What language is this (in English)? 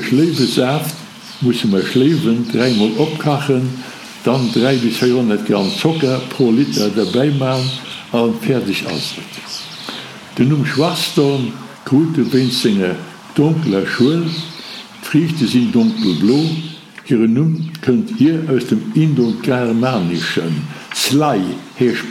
Luxembourgish